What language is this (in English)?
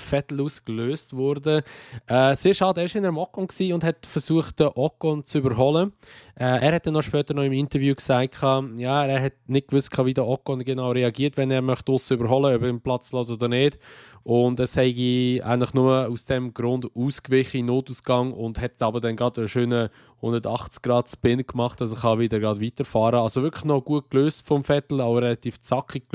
Swiss German